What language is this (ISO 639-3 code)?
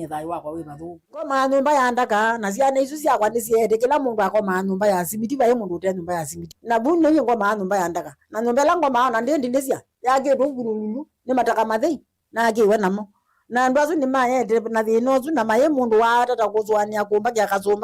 kam